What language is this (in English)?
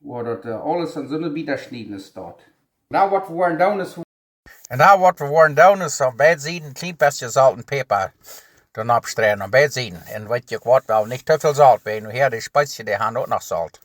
Plautdietsch